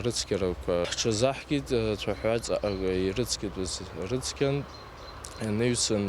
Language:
Abkhazian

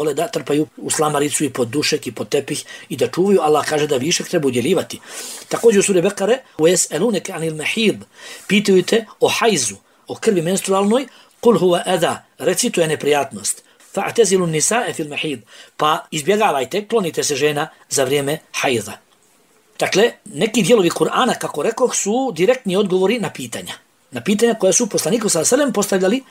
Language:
Bosnian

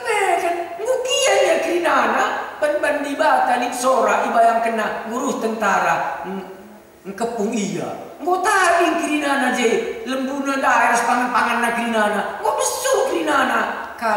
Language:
Batak Karo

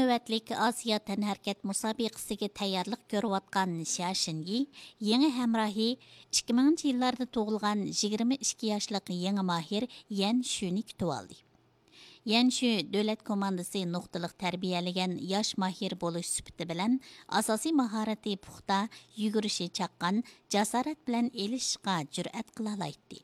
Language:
Uyghur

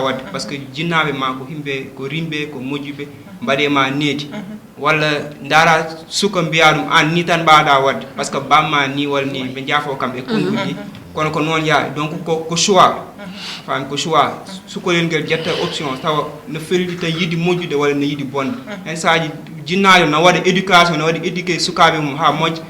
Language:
Fula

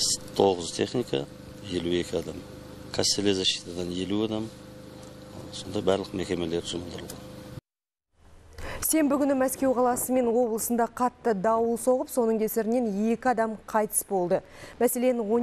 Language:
Kazakh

